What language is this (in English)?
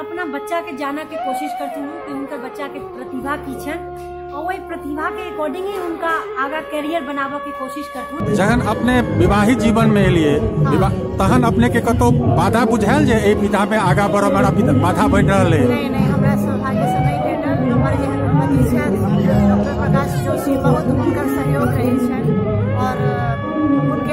Maithili